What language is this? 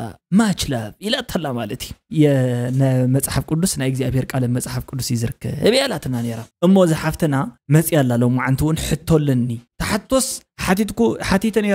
Tigrinya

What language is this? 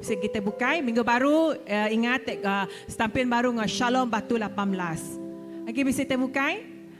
Iban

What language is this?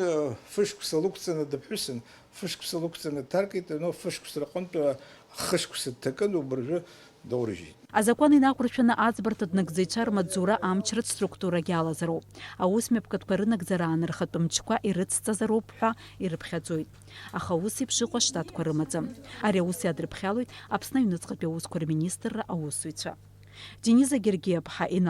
Abkhazian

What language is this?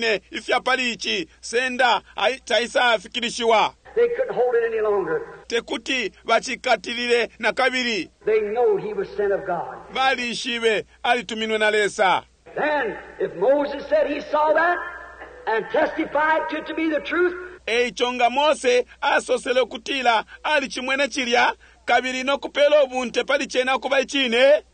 Bemba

